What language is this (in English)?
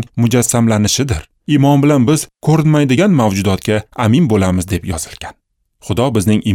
Uzbek